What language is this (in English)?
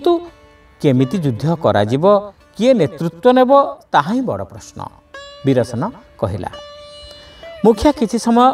Odia